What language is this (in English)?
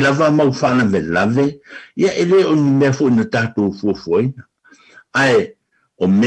Samoan